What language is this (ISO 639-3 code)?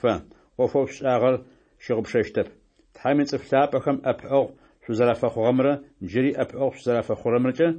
ady